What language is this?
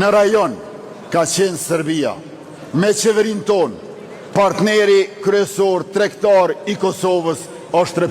Albanian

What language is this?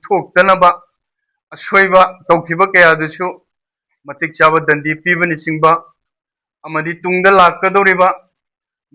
Manipuri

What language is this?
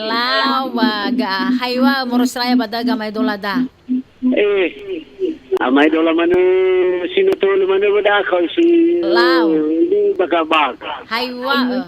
Nias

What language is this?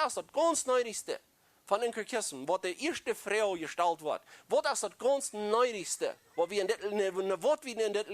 Plautdietsch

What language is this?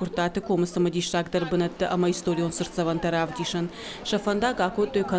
Ossetic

